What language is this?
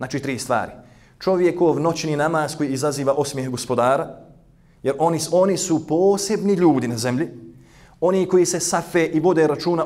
Bosnian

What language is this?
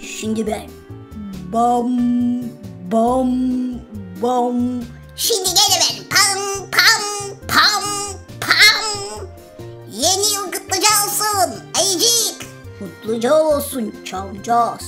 Gagauz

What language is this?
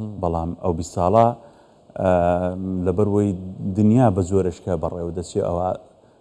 Central Kurdish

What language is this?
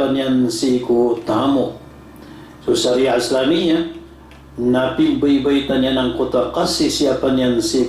Maranao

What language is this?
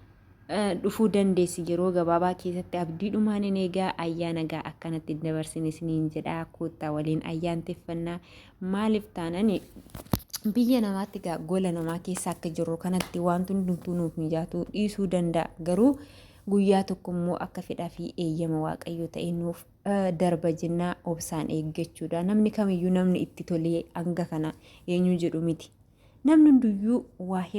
Oromo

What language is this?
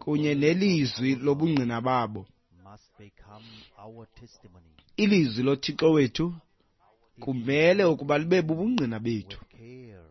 Xhosa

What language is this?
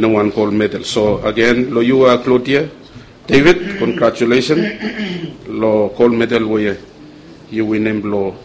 Bislama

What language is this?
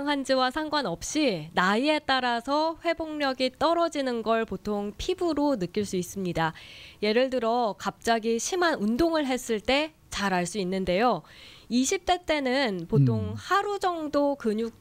Korean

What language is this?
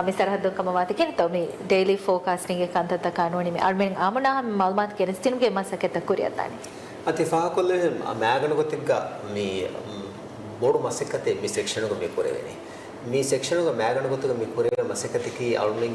Divehi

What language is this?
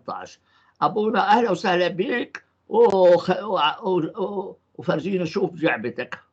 North Levantine Arabic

